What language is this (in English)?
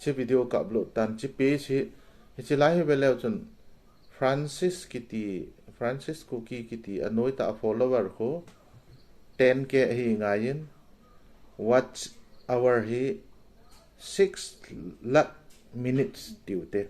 Thado Chin